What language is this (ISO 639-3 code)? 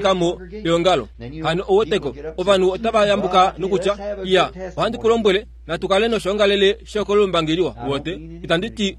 kua